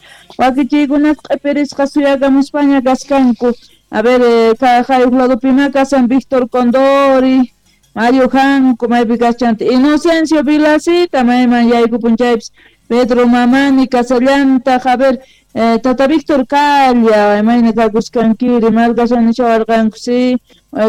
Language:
South Bolivian Quechua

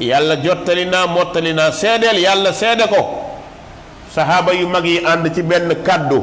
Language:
Wolof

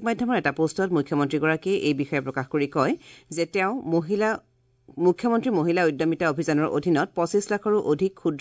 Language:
Assamese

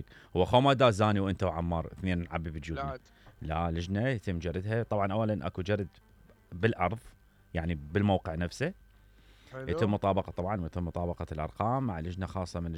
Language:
Mesopotamian Arabic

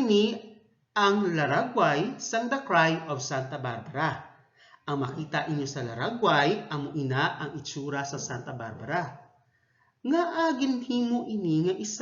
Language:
Hiligaynon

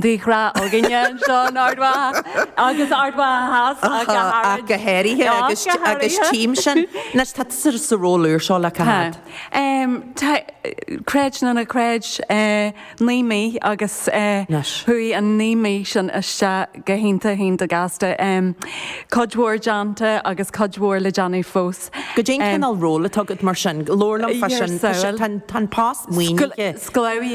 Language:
Irish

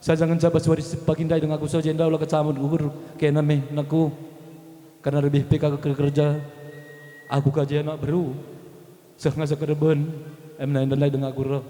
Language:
Batak Karo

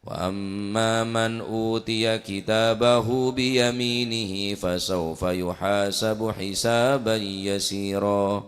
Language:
Madurese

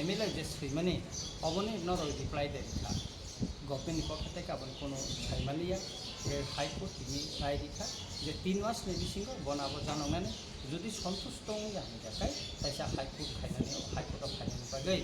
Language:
Kok Borok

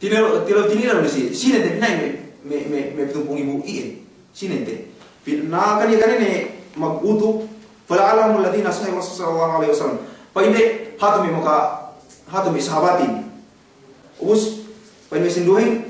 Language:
Yakan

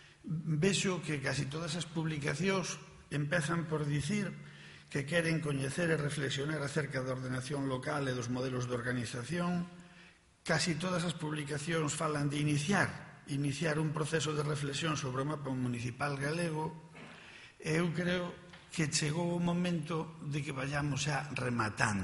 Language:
Galician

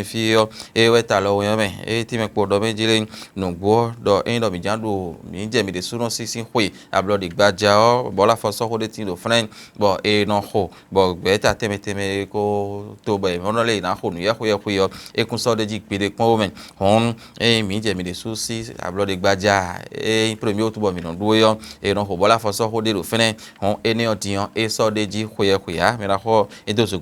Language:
Fon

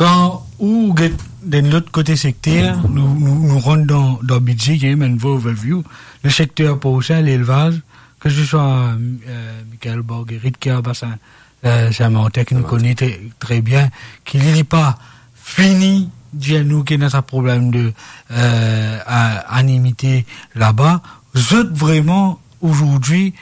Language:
Morisyen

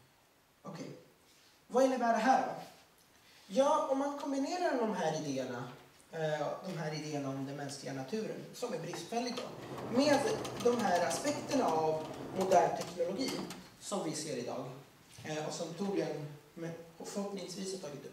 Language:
Swedish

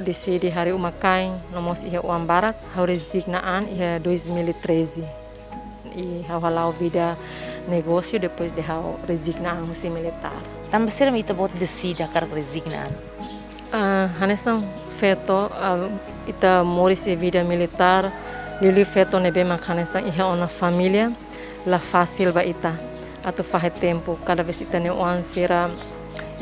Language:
Tetum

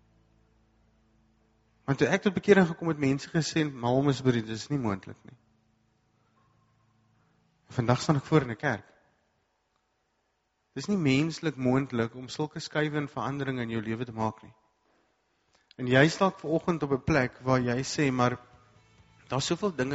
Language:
Afrikaans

